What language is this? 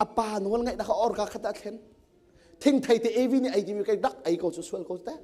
Hakha Chin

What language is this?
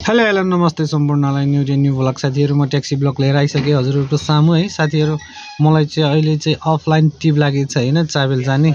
Nepali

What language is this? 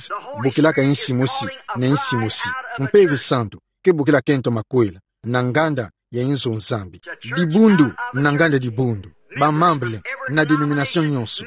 Kituba (Democratic Republic of Congo)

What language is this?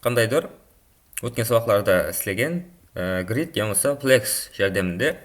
Kara-Kalpak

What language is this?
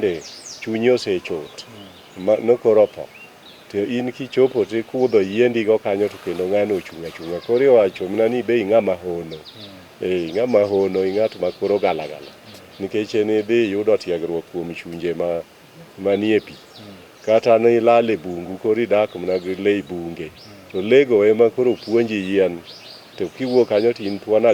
Luo (Kenya and Tanzania)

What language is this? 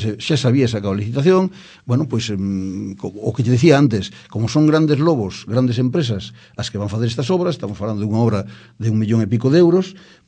Galician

